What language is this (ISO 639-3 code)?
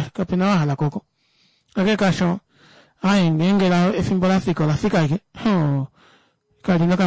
kua